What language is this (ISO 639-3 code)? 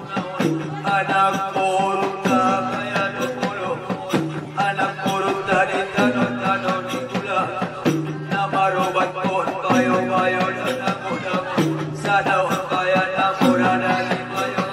akb